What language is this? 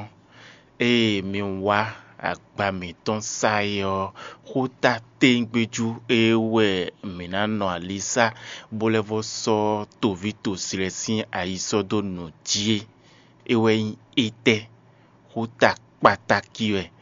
Fon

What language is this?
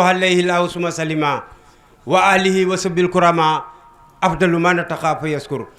Wolof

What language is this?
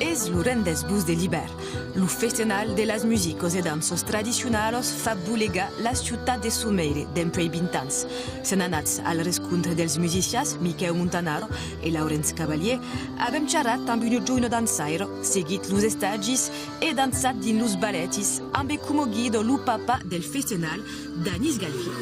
Occitan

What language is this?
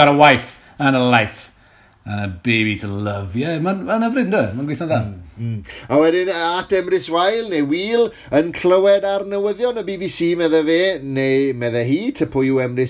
Welsh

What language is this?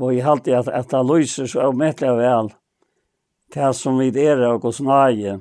Faroese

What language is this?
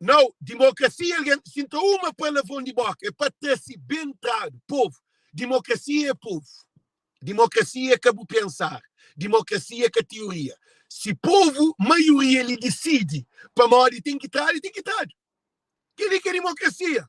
Kabuverdianu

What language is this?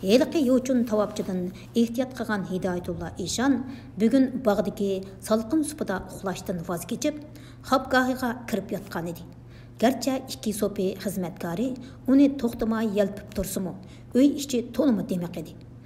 Uyghur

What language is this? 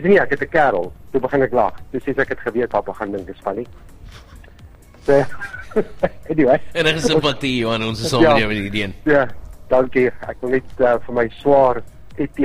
Afrikaans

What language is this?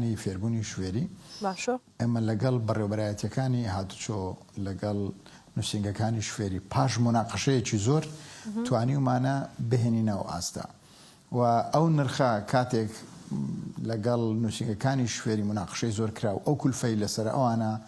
Central Kurdish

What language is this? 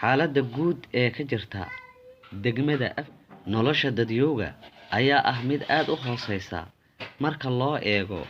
Somali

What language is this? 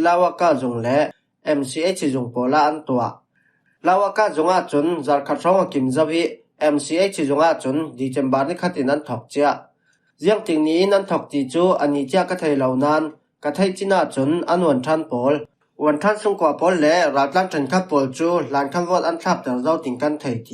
Falam Chin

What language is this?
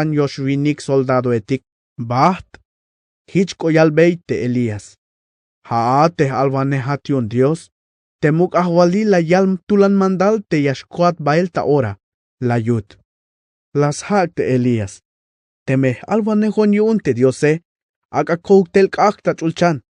Tzeltal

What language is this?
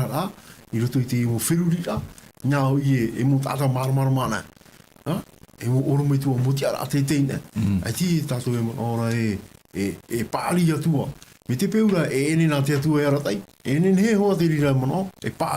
Tahitian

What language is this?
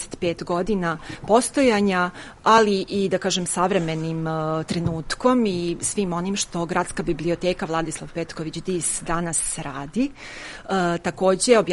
Serbian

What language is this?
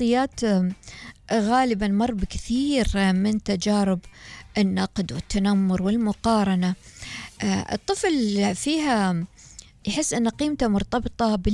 Gulf Arabic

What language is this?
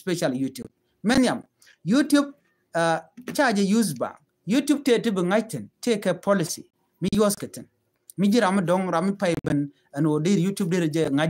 Nuer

